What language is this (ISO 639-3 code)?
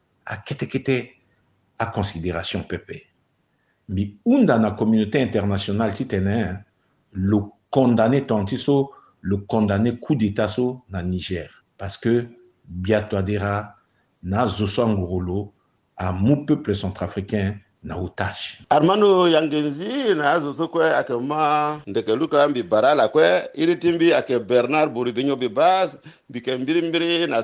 sag